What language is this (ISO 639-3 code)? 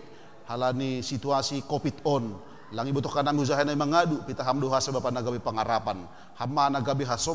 bts